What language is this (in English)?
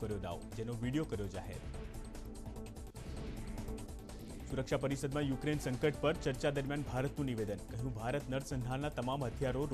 Gujarati